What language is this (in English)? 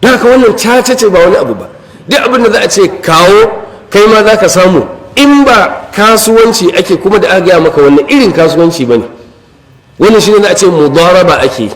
Hausa